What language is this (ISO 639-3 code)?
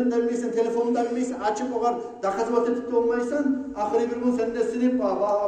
kum